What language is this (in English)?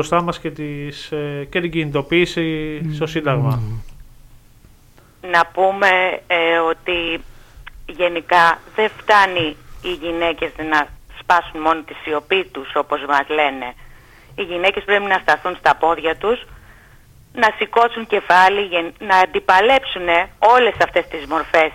Greek